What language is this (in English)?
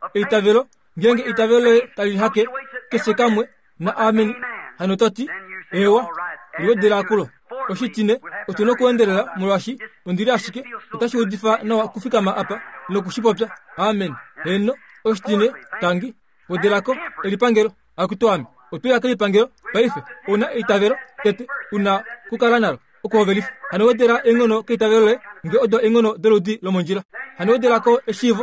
Kuanyama